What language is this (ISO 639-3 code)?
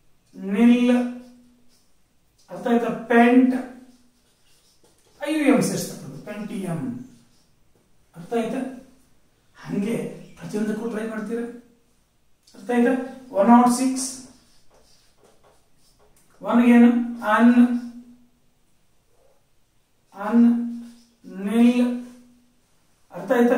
kan